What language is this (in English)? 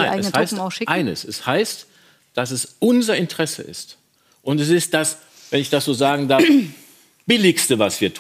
German